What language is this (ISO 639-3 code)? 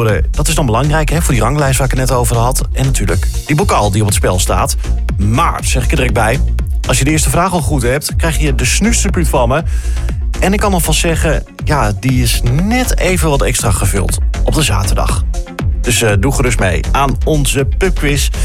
nld